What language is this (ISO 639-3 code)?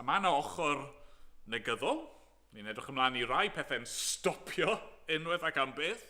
cym